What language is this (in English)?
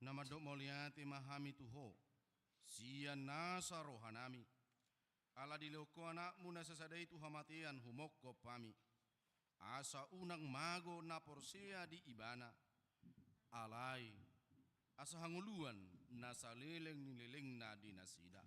Batak Toba